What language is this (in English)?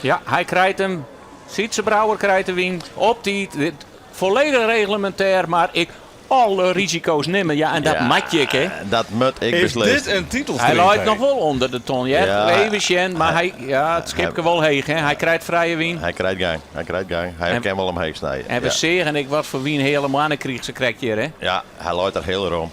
Western Frisian